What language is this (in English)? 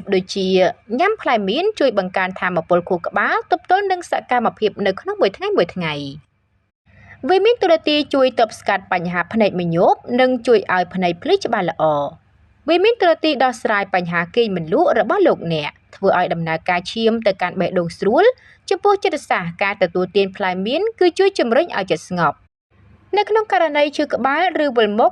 Khmer